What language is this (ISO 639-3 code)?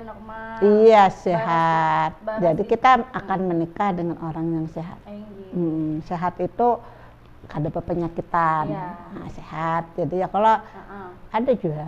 bjn